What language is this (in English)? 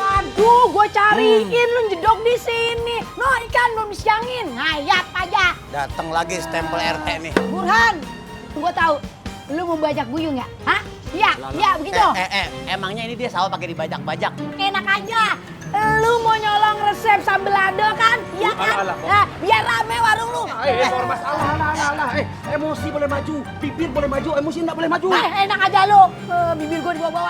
Betawi